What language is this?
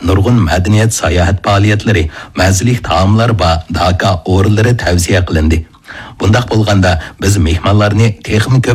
Uyghur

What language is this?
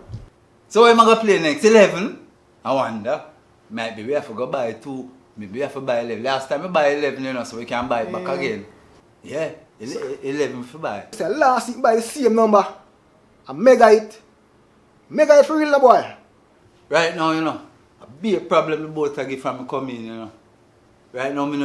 Jamaican Creole English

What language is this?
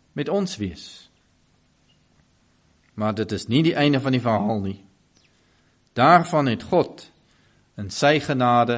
Afrikaans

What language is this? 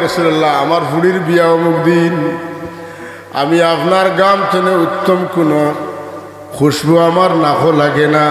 Sylheti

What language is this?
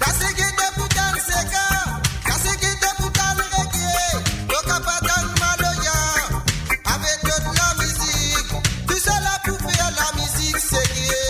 Morisyen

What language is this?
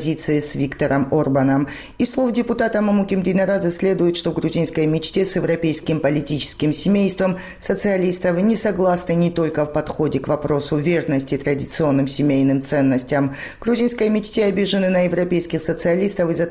Russian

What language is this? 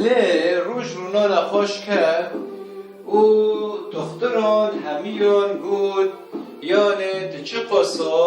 Kurdish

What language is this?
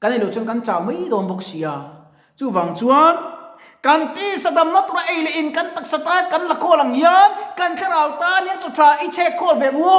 Mizo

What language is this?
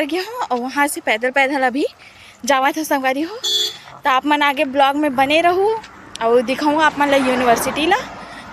Chhattisgarhi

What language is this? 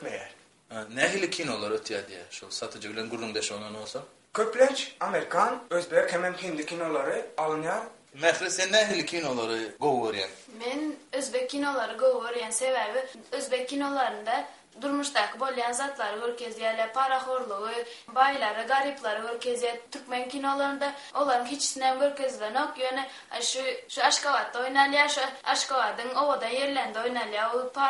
Turkmen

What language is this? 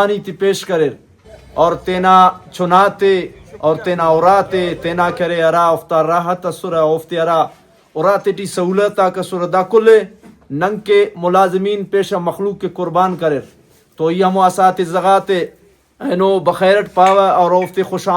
Brahui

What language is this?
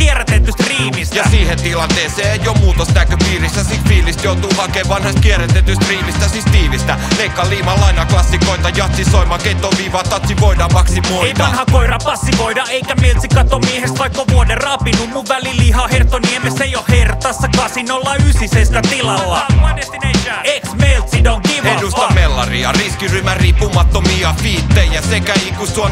Finnish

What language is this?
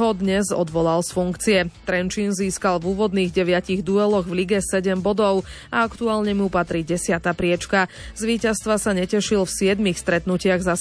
Slovak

